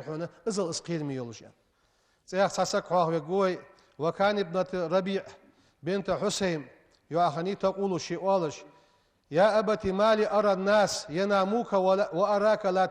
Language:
Ingush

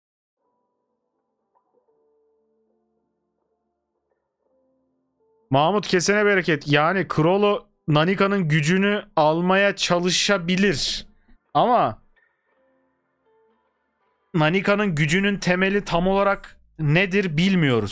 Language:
Turkish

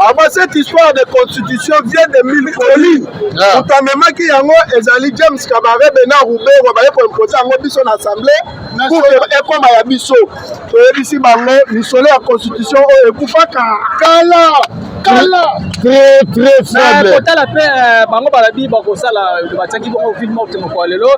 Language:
Lingala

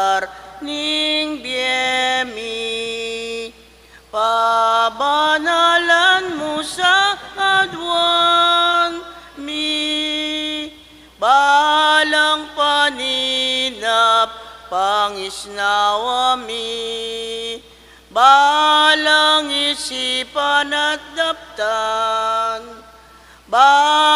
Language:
Pampanga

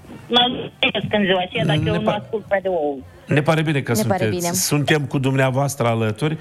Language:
Romanian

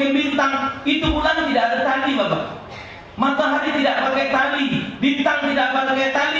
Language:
Musi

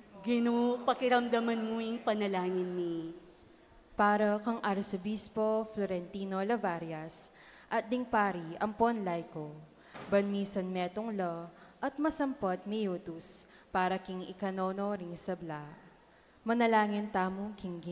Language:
Pampanga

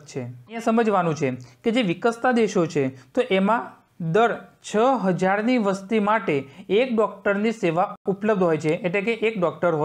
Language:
Gujarati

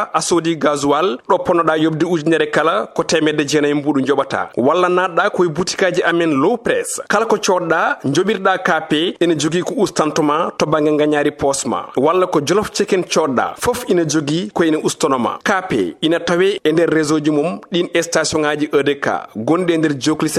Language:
Fula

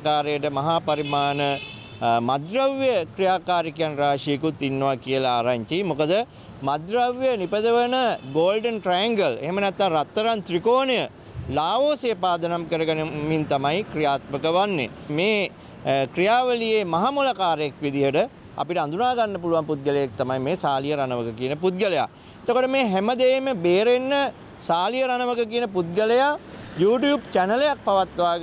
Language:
Sinhala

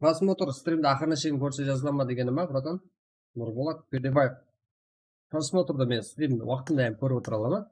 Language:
Kara-Kalpak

